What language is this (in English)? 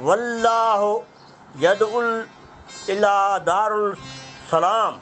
Sindhi